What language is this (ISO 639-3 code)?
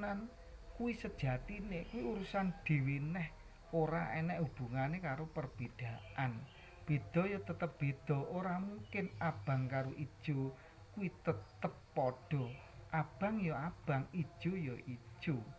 jav